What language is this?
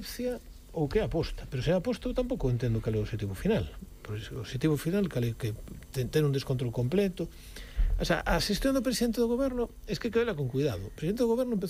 Galician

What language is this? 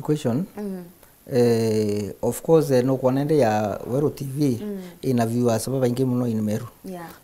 Meru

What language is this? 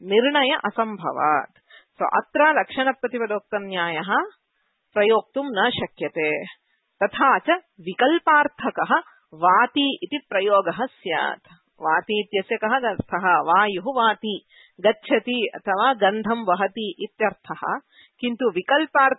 Sanskrit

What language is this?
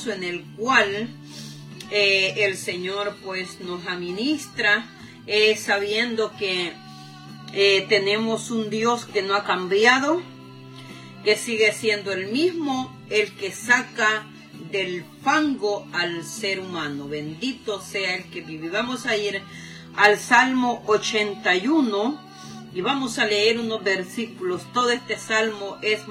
Spanish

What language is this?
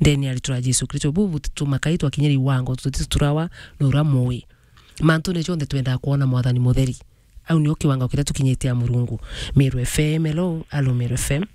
Meru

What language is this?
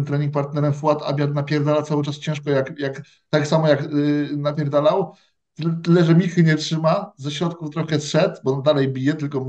Polish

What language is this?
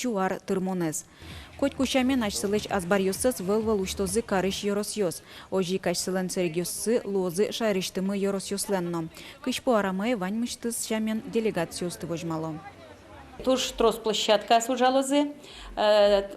Udmurt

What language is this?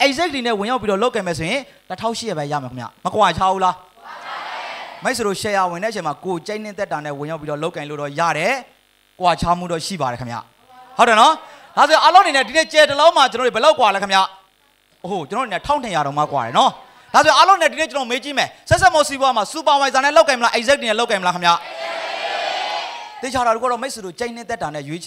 Burmese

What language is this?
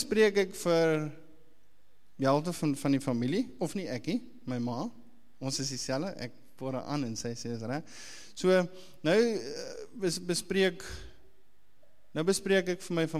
Afrikaans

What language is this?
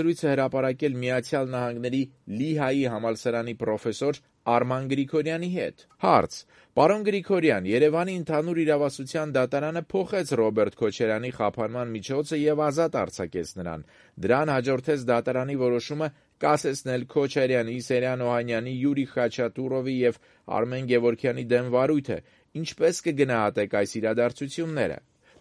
Armenian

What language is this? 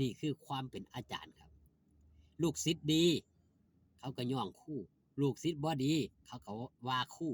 Northeastern Thai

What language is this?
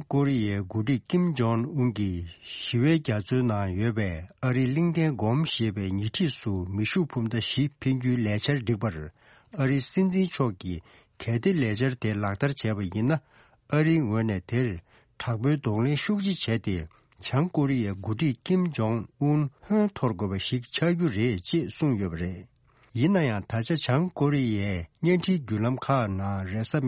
Tibetan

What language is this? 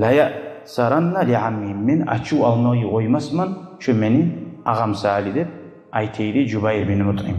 Kumyk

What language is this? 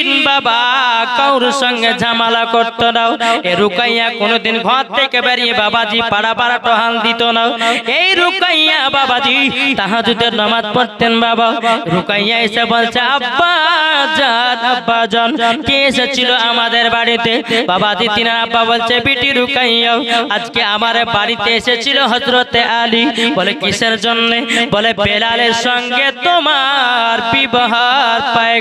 Bangla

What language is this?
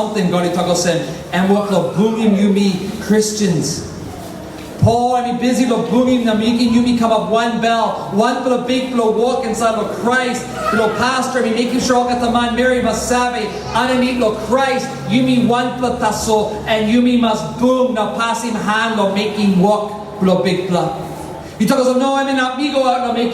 Tok Pisin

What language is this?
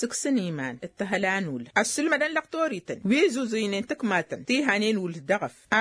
Tamasheq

